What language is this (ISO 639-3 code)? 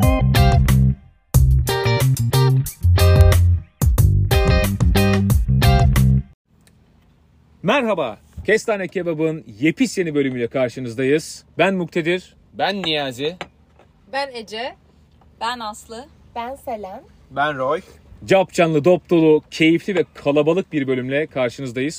tur